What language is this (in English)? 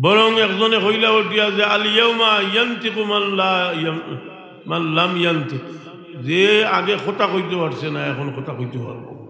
Sylheti